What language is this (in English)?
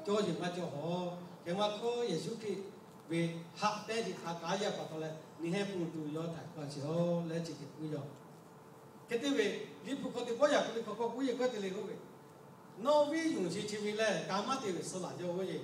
Lahu